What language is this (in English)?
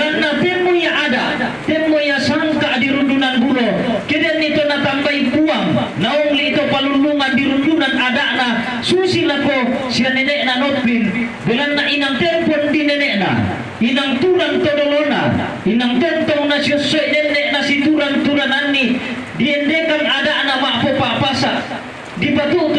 Toraja-Sa'dan